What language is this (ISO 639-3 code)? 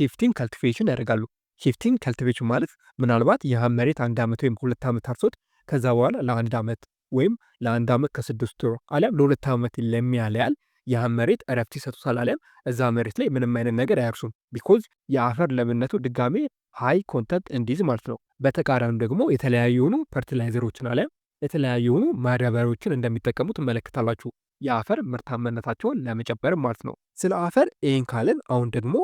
amh